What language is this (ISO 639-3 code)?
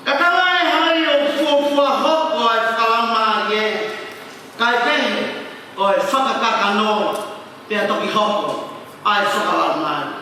ton